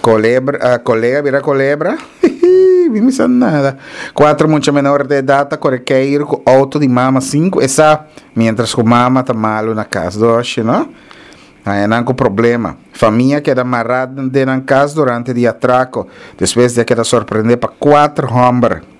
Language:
Papiamento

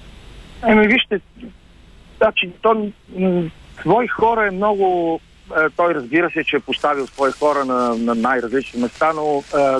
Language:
Bulgarian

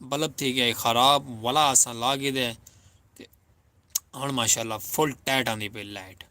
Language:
Saraiki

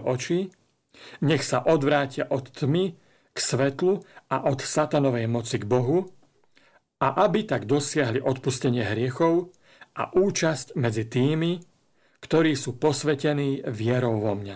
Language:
Slovak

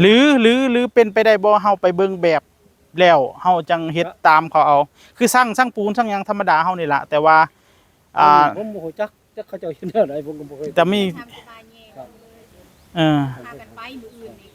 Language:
Northeastern Thai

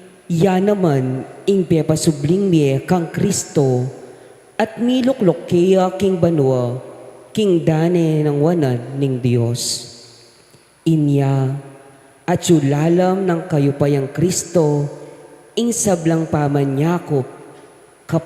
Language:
Pampanga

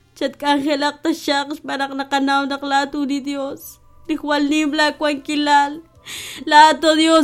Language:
Kekchí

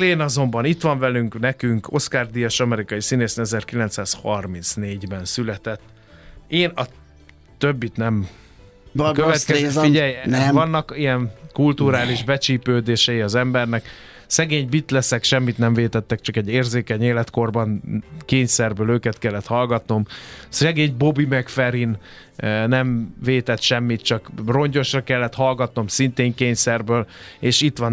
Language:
Hungarian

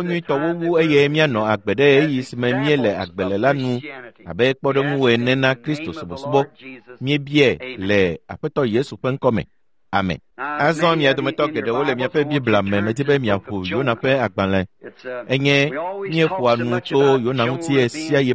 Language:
Ewe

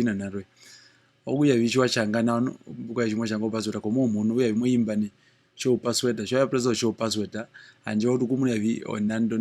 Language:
Herero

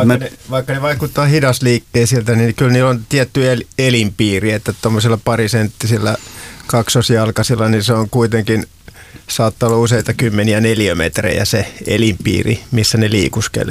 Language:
Finnish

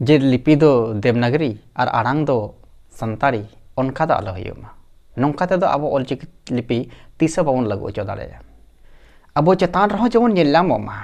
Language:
Santali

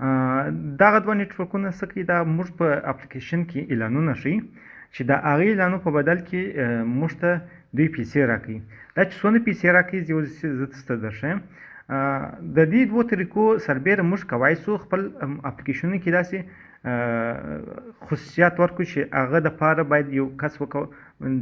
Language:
Pashto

